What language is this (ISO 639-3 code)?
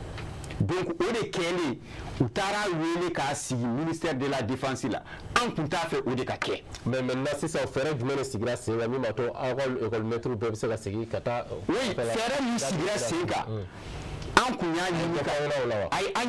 bam